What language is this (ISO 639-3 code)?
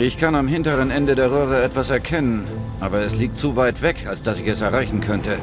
bar